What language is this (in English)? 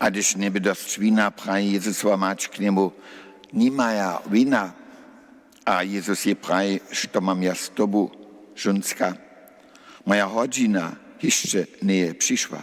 Upper Sorbian